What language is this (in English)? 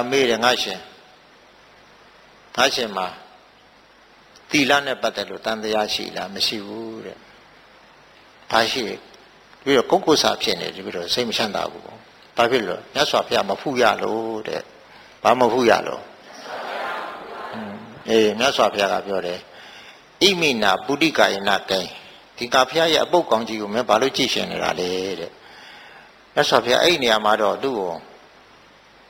Burmese